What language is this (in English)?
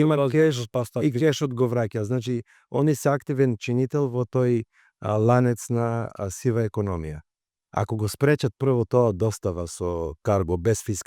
Macedonian